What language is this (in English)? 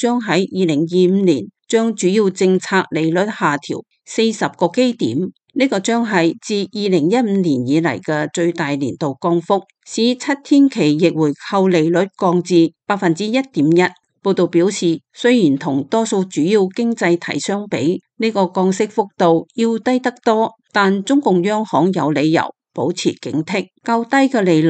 Cantonese